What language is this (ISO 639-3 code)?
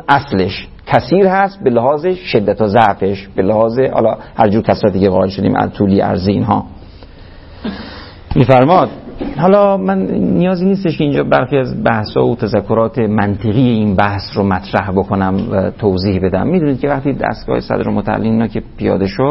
fas